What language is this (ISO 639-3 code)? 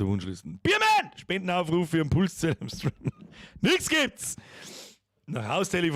bar